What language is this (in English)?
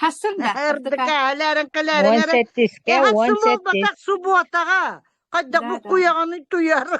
Yakut